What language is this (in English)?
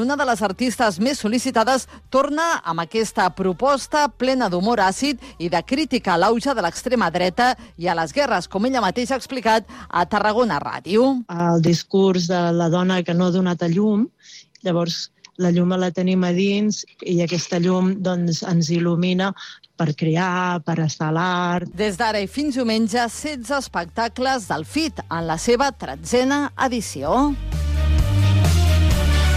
Catalan